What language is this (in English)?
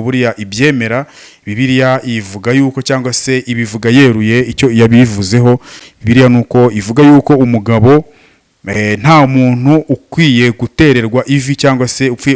Kinyarwanda